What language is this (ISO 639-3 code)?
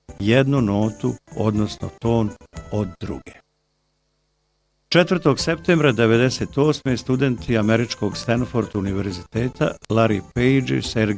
bos